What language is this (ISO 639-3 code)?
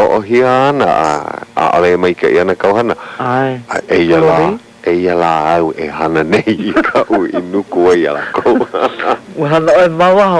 haw